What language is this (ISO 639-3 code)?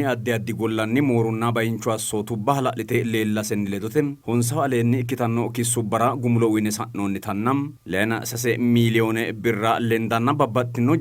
sid